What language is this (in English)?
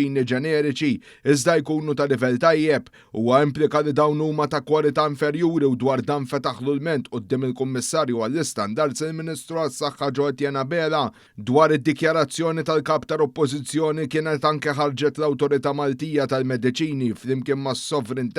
Maltese